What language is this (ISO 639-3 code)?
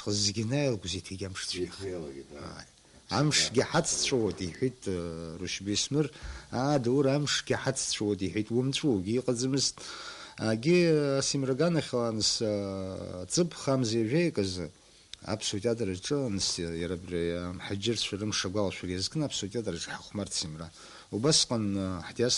abk